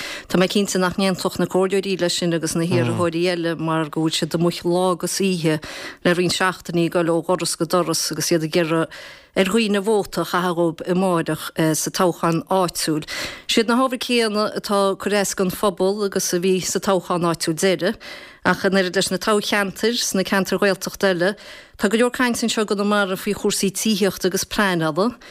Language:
Irish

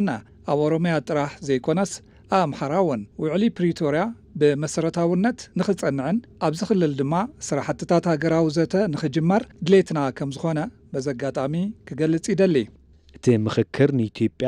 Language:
Tigrinya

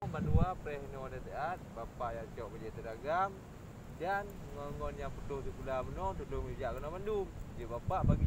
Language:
Achinese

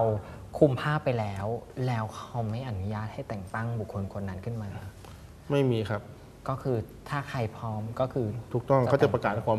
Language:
Thai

